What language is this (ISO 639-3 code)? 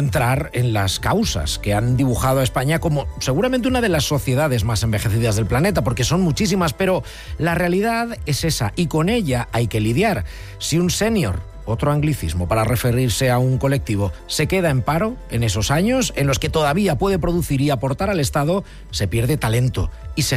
spa